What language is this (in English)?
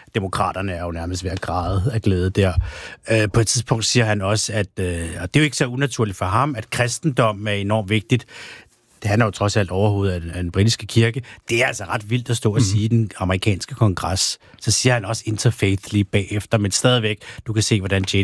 Danish